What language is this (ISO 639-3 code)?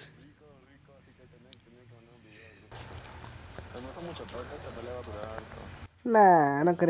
spa